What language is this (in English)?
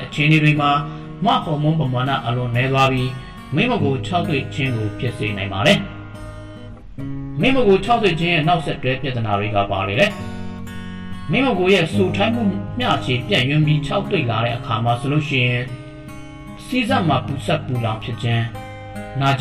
Burmese